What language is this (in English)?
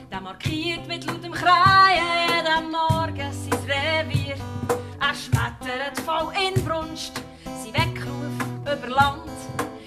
Swiss German